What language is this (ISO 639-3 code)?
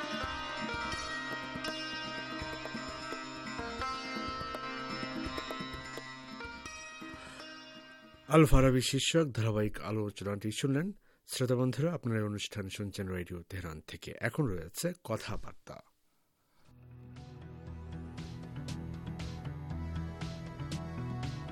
ben